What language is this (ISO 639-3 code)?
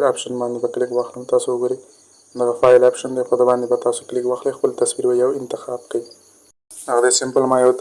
pus